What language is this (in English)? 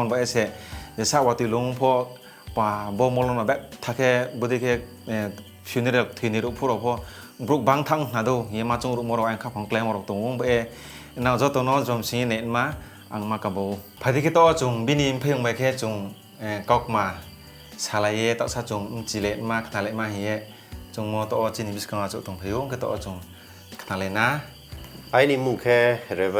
Riang (India)